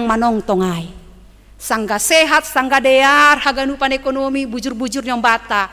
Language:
Batak Simalungun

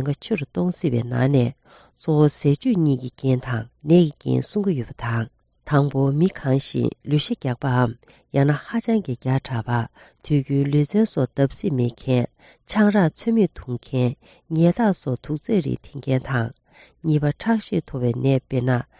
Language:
Tibetan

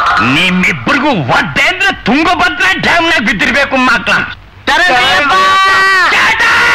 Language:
Kannada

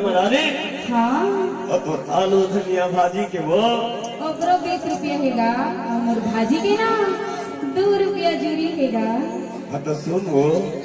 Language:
Chhattisgarhi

